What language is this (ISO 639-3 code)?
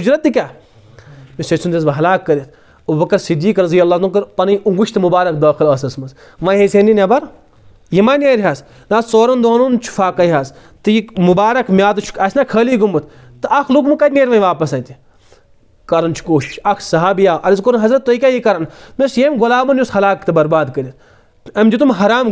kas